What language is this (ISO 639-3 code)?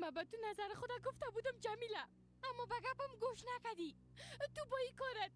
fas